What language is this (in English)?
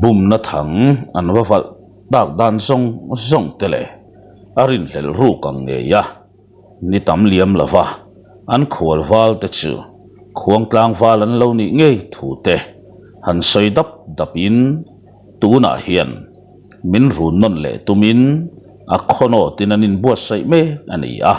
Mizo